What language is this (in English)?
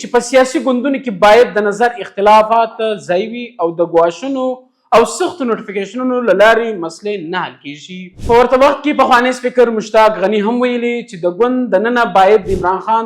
Pashto